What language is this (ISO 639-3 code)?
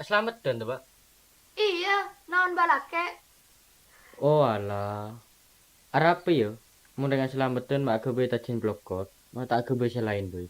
mad